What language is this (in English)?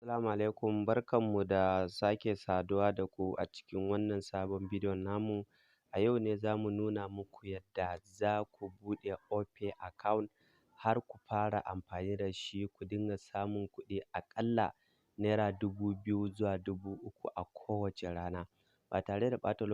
Hausa